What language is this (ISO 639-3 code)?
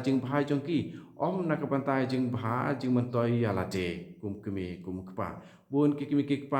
kha